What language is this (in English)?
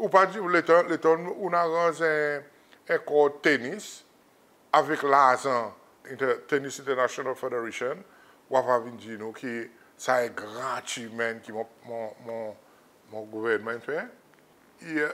Seselwa Creole French